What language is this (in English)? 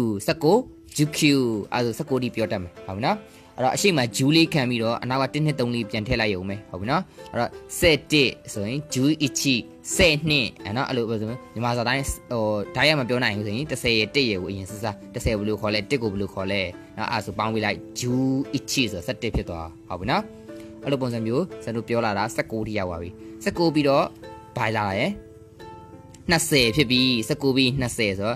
Burmese